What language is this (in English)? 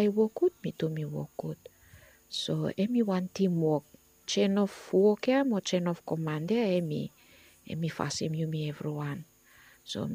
Bislama